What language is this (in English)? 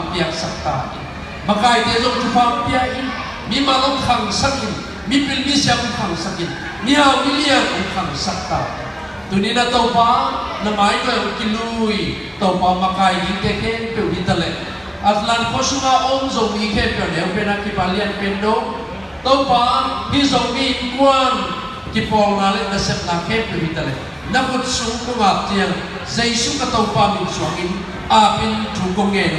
Tedim Chin